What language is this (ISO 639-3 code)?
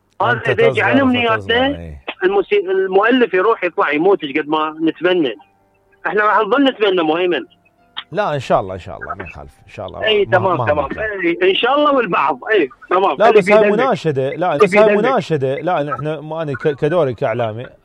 acm